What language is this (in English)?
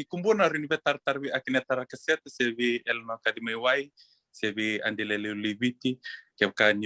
Fijian